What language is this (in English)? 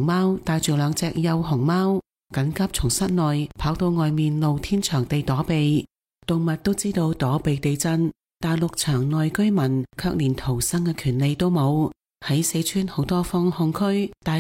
Cantonese